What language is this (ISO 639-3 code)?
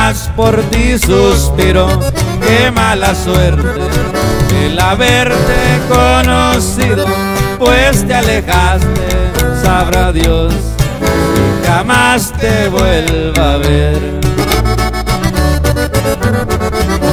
spa